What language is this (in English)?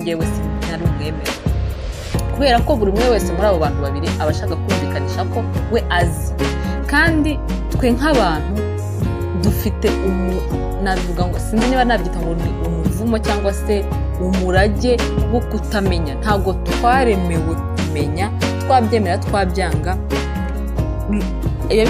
Kinyarwanda